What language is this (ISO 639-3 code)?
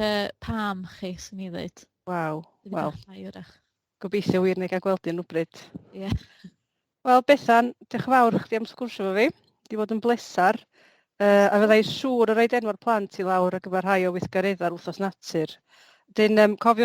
cym